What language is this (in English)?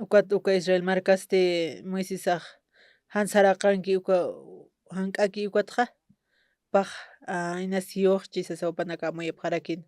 Aymara